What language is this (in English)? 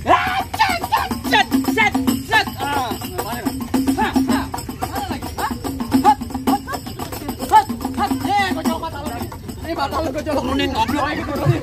Betawi